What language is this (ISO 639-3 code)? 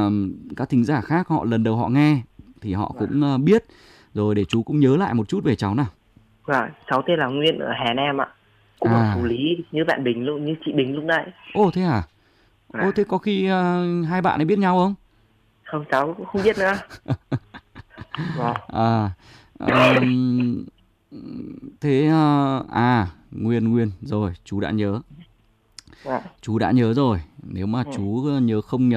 vie